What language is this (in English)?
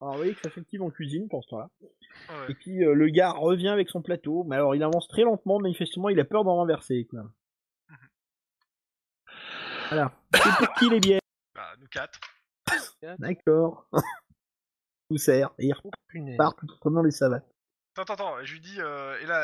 French